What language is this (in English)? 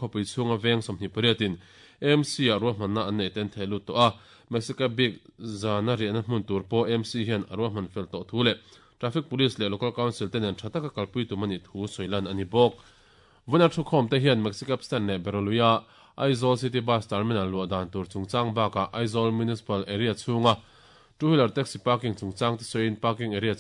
Mizo